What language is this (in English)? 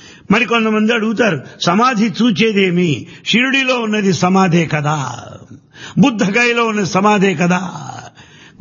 Telugu